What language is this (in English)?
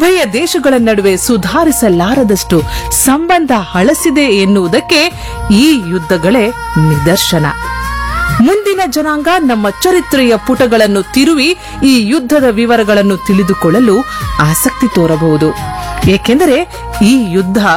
Kannada